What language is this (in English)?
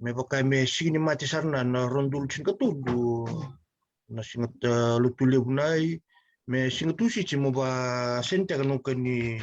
Fijian